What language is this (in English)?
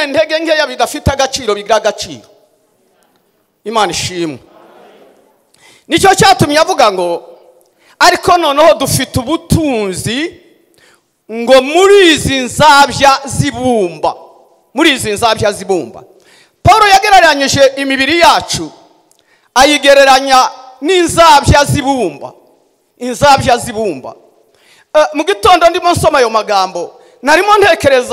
Kinyarwanda